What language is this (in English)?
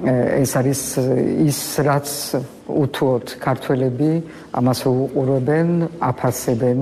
Georgian